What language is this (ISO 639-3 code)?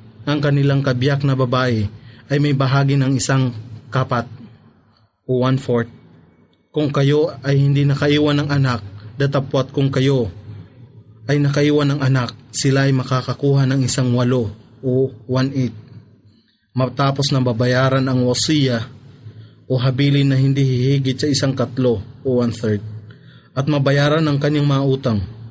fil